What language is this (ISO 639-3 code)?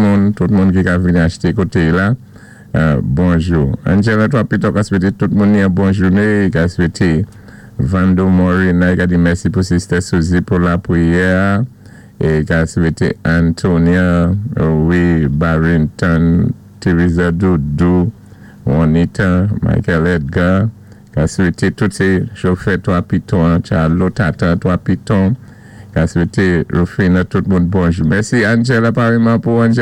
acf